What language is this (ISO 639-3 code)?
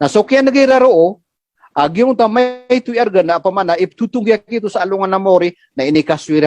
mrw